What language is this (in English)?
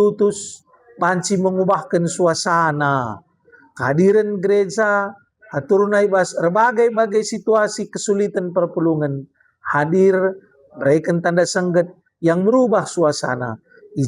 Batak Karo